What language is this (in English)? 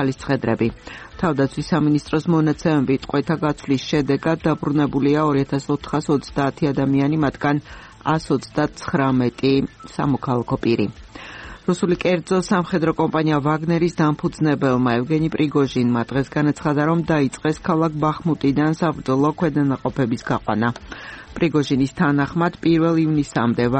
Georgian